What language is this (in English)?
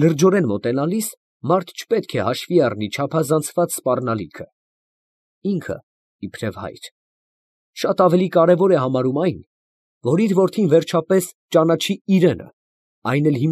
Armenian